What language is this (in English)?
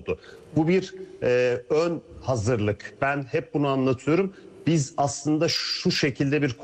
Turkish